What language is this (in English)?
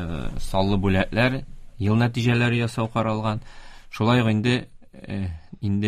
Tatar